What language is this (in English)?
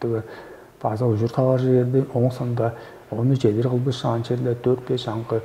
Tuvinian